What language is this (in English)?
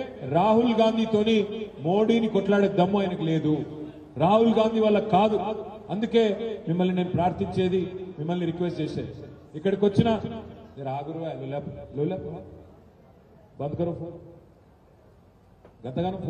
Telugu